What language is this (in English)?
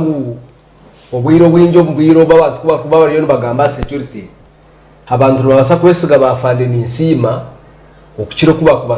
Nyankole